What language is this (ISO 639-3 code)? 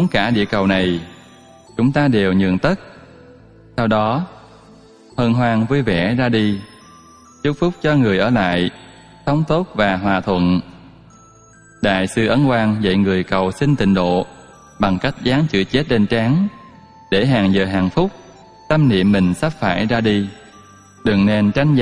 vie